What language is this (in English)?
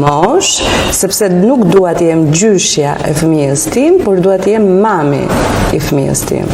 Albanian